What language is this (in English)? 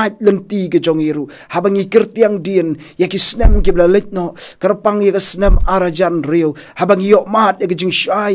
Khasi